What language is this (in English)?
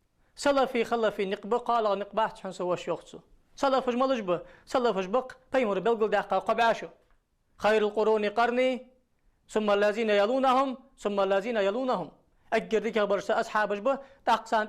Ingush